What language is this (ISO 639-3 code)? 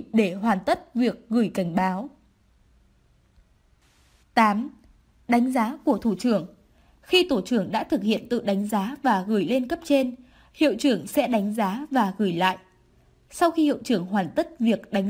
vie